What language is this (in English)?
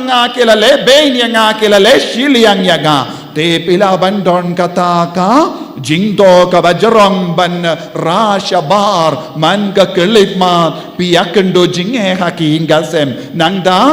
Khasi